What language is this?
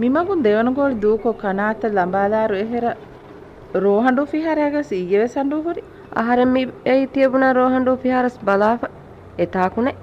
Divehi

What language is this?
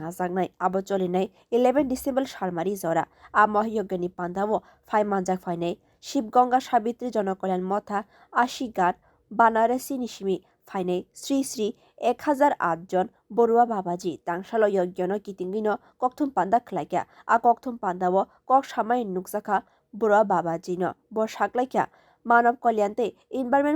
Kok Borok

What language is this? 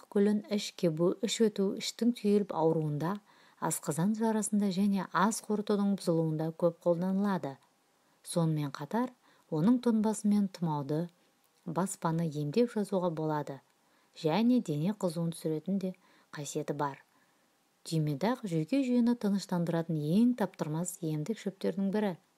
Kazakh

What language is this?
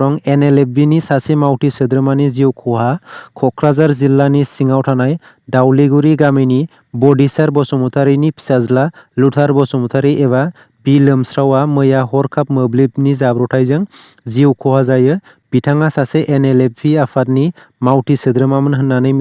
Bodo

